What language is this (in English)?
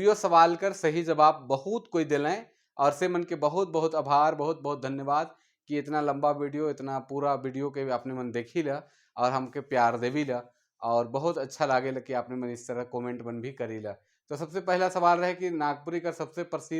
Sadri